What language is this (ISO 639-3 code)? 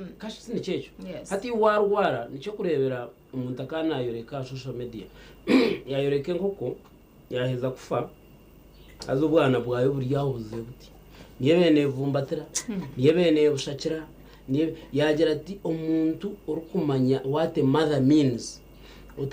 nyn